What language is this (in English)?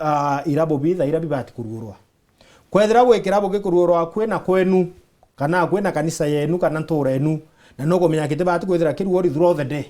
Meru